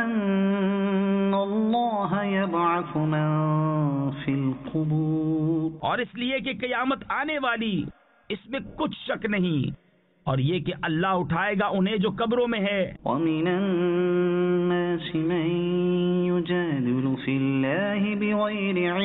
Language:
Urdu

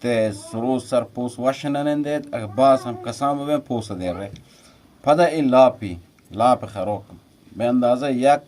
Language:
Eastern Balochi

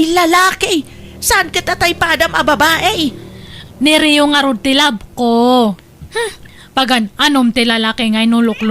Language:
Iloko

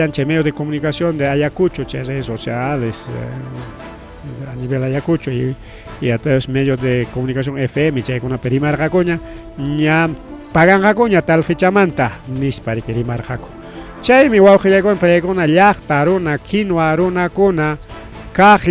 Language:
Ayacucho Quechua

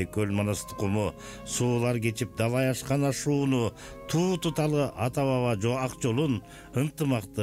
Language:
Kyrgyz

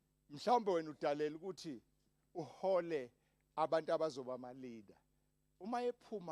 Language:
Zulu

